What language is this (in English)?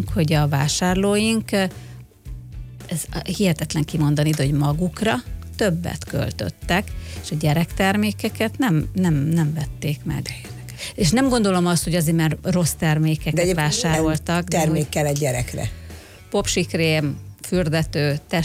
Hungarian